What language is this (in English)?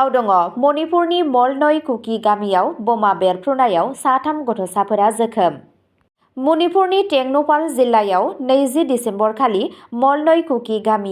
Bodo